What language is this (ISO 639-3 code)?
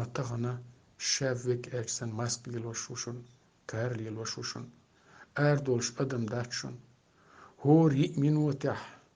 che